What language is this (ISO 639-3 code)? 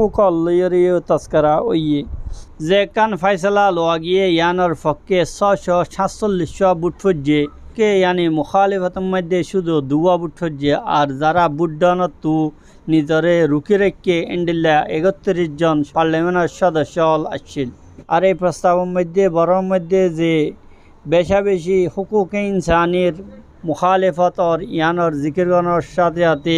rhg